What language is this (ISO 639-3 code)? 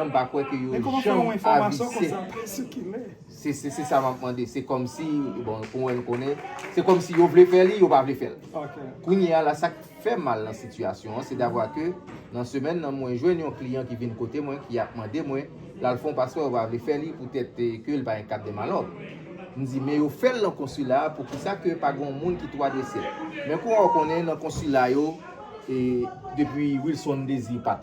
hat